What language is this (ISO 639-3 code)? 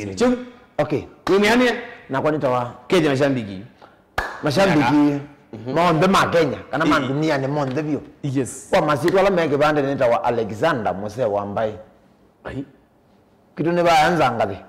kam